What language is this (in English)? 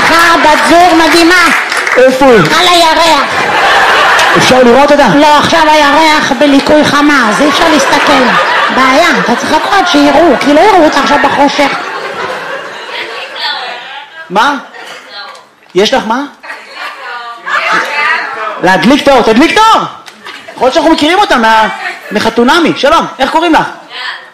Hebrew